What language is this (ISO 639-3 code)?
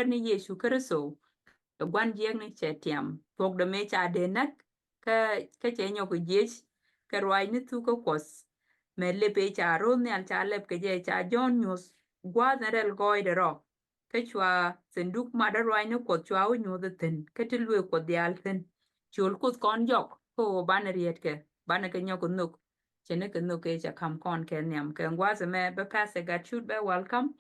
nus